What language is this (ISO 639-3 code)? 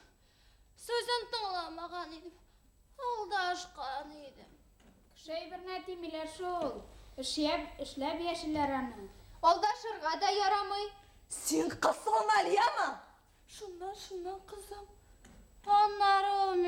bak